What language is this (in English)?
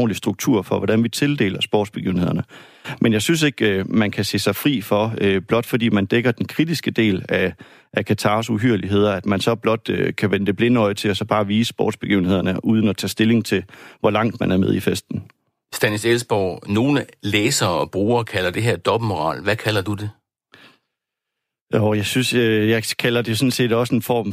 Danish